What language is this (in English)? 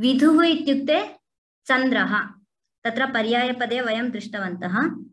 Sanskrit